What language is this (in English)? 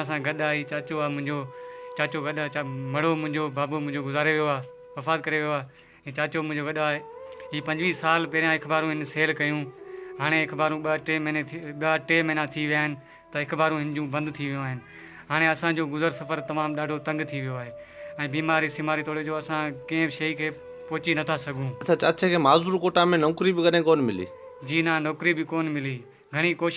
Sindhi